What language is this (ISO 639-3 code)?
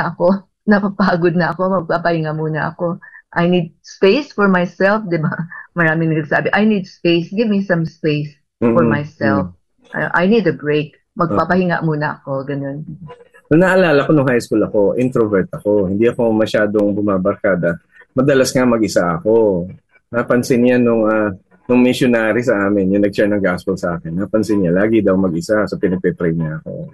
fil